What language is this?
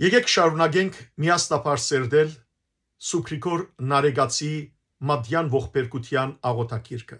Western Armenian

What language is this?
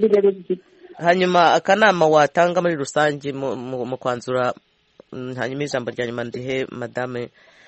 Kinyarwanda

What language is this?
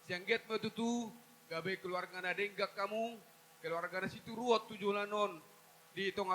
Batak Toba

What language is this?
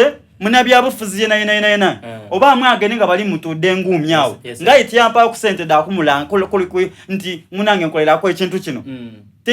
Soga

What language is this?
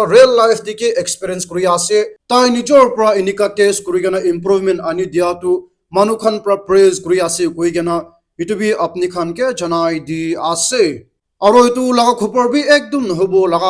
Naga Pidgin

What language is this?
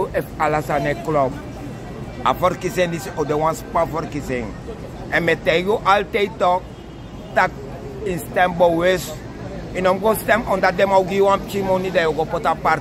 Sranan Tongo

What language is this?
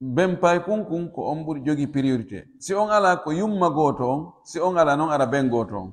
Pular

